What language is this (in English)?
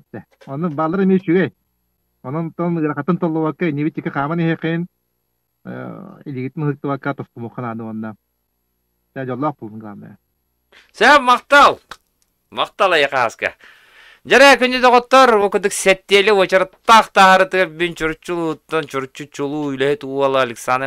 Yakut